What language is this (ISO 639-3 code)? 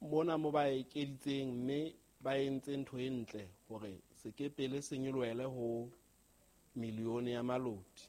sot